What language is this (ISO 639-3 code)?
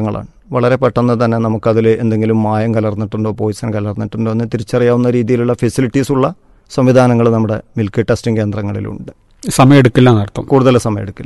mal